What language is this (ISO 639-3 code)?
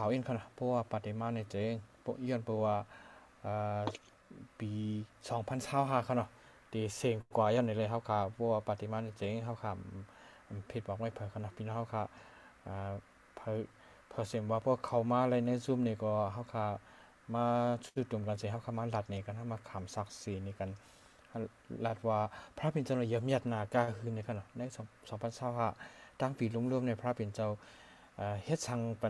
shn